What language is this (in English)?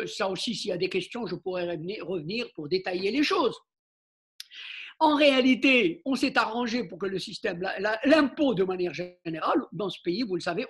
French